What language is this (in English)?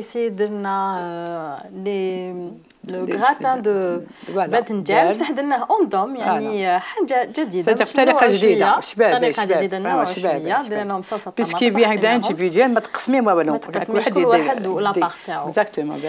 Algerian Arabic